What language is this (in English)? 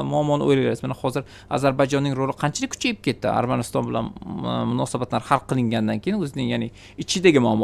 Uzbek